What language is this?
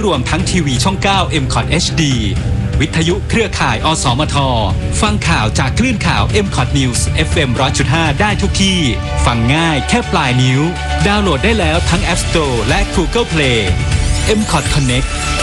Thai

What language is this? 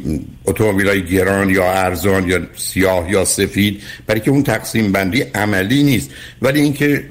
Persian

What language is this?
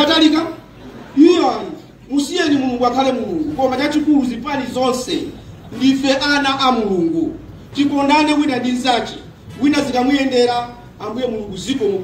Nyanja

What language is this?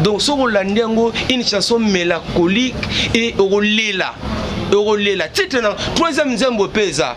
Lingala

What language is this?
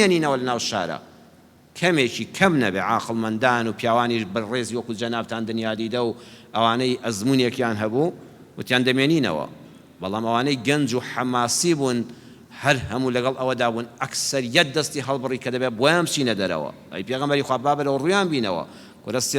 Central Kurdish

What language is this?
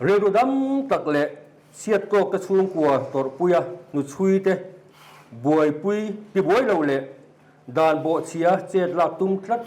Mizo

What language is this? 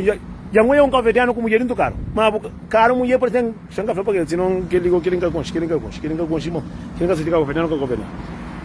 Kabuverdianu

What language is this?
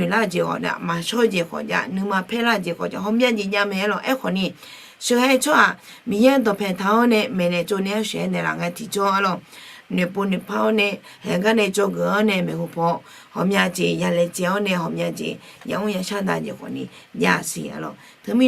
Akha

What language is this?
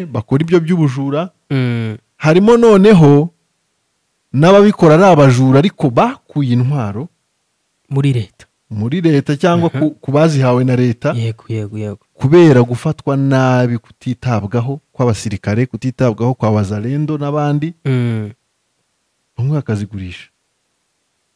Kinyarwanda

